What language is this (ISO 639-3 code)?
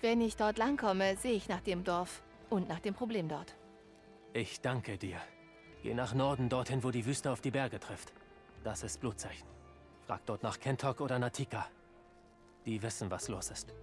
bar